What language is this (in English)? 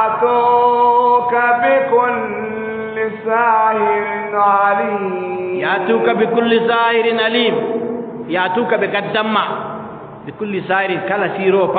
Adamawa Fulfulde